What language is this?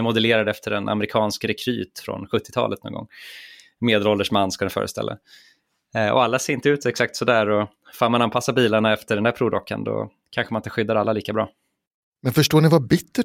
Swedish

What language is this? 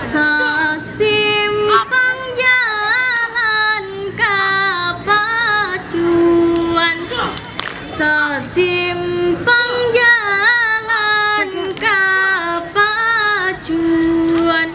Minangkabau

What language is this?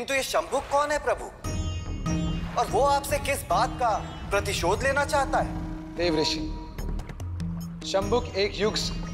Hindi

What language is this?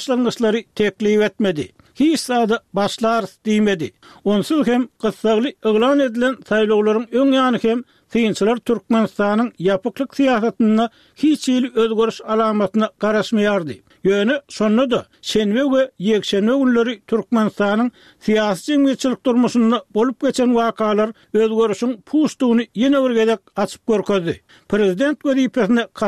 Turkmen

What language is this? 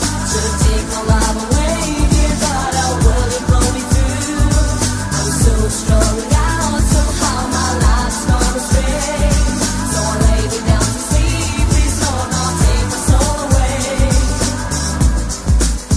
English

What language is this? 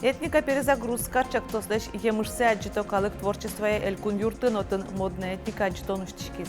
Udmurt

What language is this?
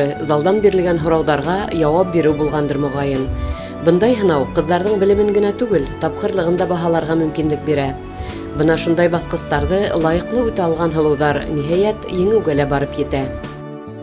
Bashkir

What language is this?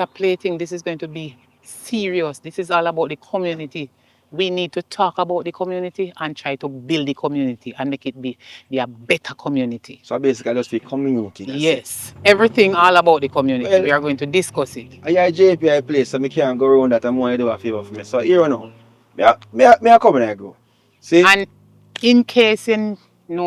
Jamaican Creole English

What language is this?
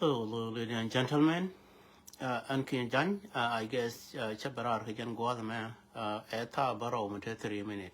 Nuer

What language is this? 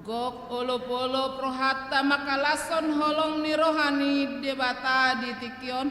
Batak Toba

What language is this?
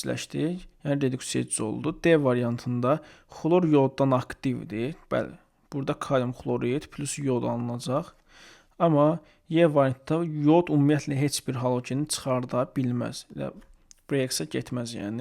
Azerbaijani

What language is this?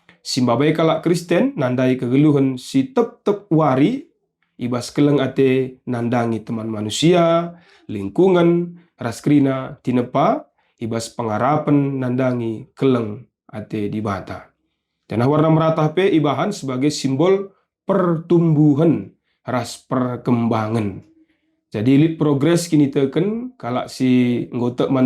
Batak Karo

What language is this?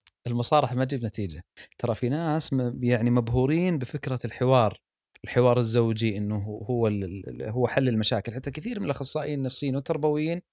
Gulf Arabic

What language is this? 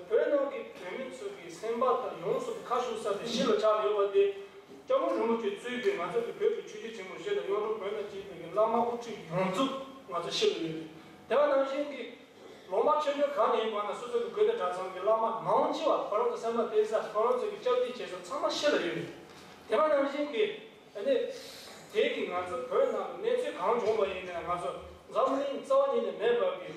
Tibetan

